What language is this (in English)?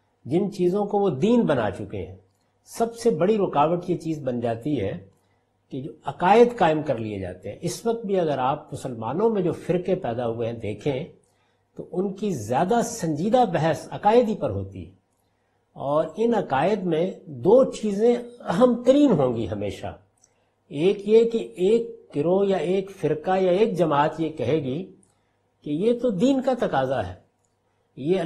Urdu